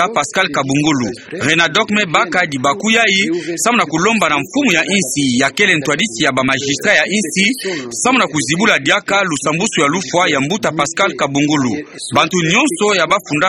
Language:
Kituba (Democratic Republic of Congo)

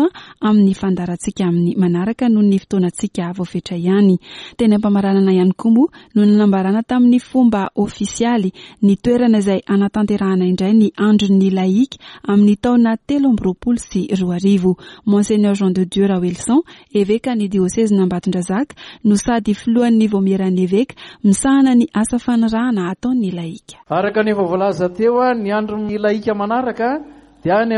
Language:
Malagasy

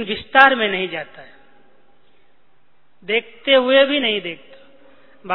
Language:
Hindi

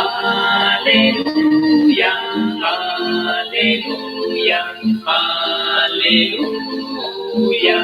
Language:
Kekchí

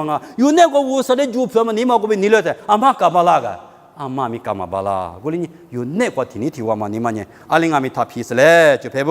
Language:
Lisu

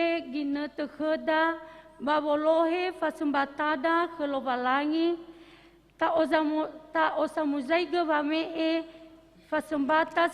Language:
Nias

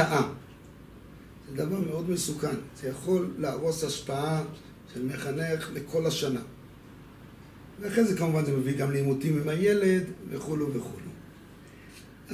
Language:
Hebrew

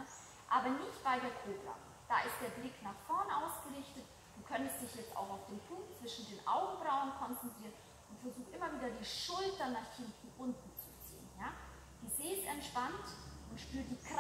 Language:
German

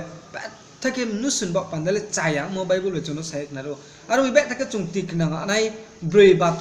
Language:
Riang (India)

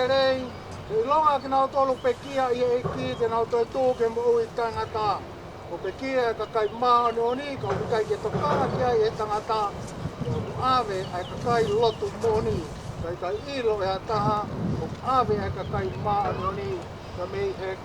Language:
Tongan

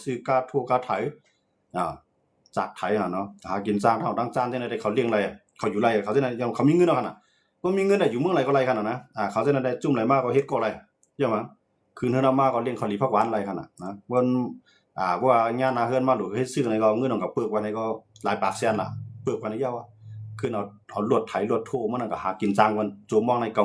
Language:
Shan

